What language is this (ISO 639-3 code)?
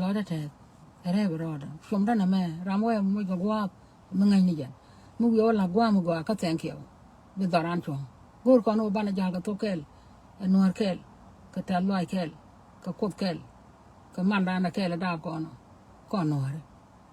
nus